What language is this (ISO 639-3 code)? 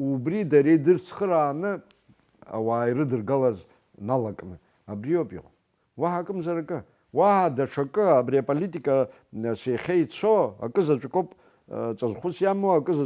abk